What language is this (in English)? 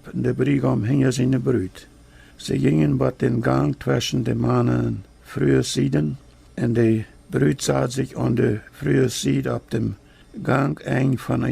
Plautdietsch